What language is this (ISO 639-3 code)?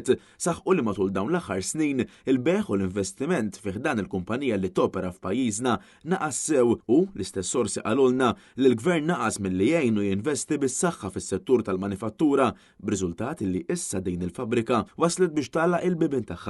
mlt